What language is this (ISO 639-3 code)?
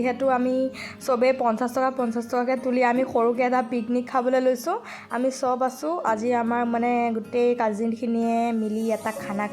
asm